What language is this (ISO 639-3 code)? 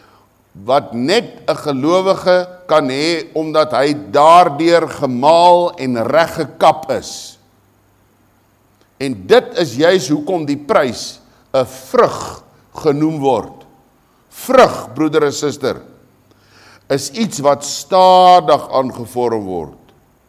afr